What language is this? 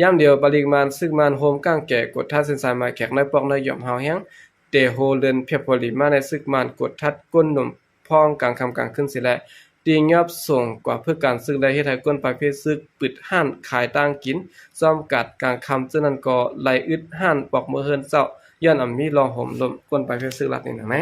Shan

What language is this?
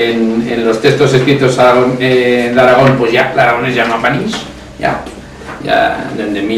Aragonese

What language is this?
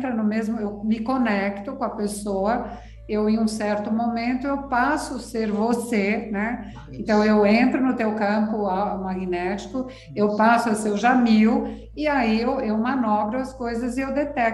Portuguese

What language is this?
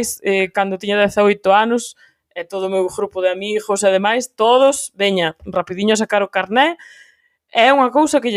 Galician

